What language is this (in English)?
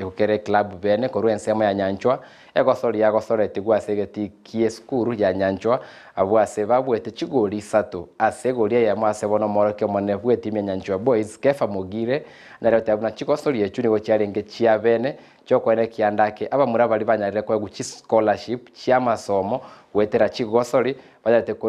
Gusii